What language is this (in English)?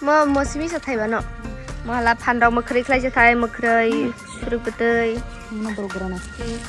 Kok Borok